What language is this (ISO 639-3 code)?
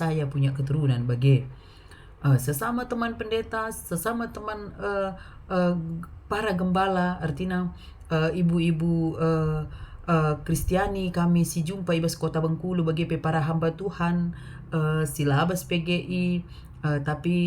btx